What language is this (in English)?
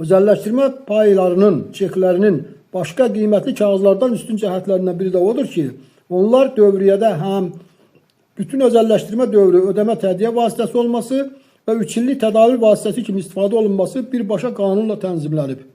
Azerbaijani